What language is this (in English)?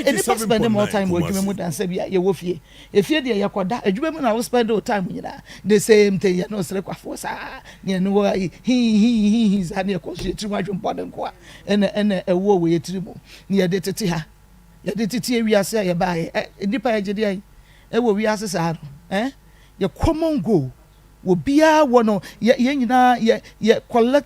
Akan